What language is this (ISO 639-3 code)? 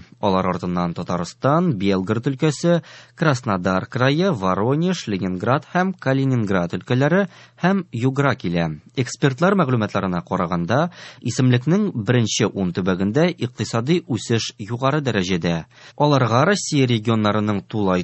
tat